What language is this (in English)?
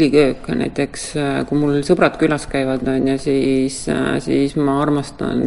Estonian